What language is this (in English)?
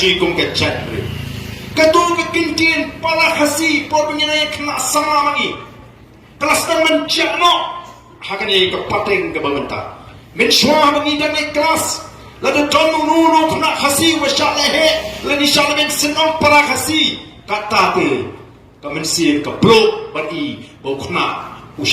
Khasi